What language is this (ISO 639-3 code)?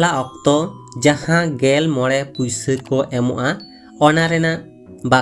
sat